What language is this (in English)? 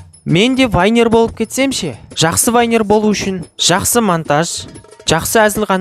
Kazakh